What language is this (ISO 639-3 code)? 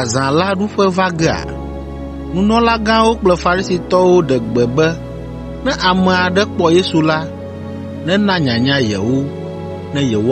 ewe